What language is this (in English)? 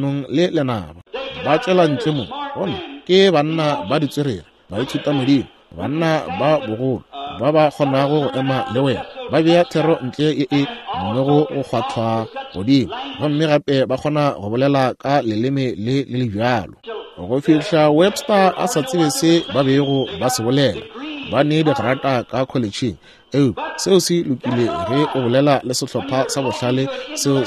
Northern Sotho